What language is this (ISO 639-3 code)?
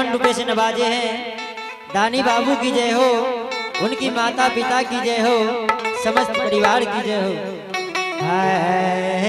anp